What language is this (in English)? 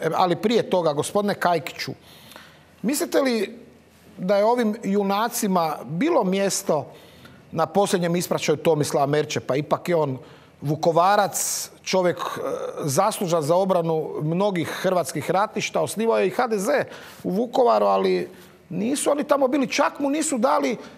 Croatian